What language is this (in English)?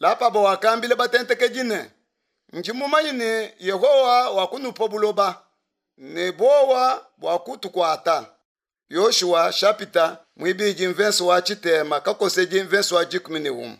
Luba-Lulua